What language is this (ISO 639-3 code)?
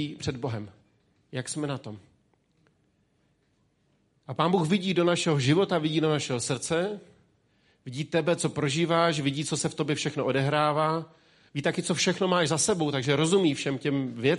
ces